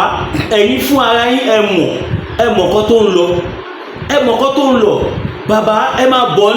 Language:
Yoruba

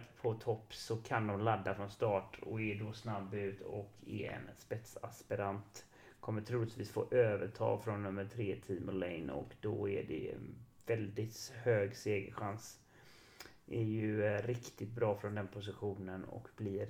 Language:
Swedish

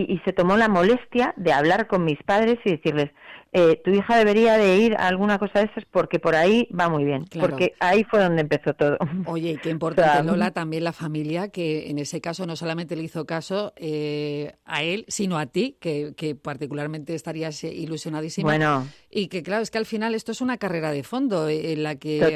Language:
Spanish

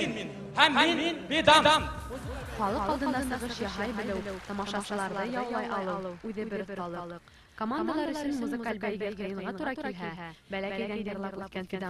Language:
Bashkir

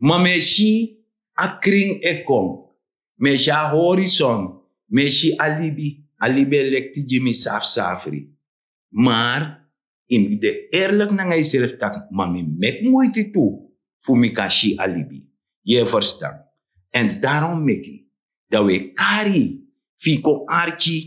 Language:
Sranan Tongo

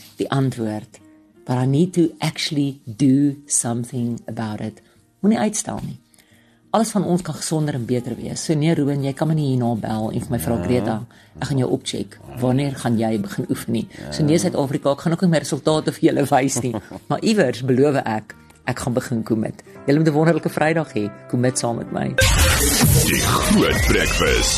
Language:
Afrikaans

